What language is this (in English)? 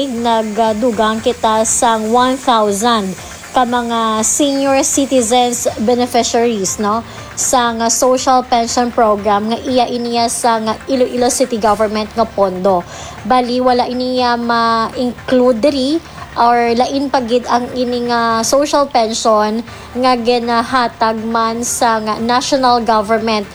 Hiligaynon